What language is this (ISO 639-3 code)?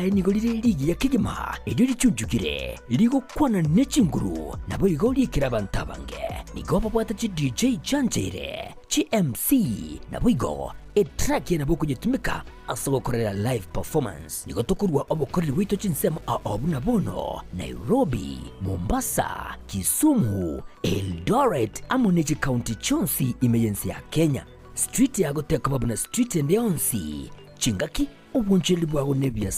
guz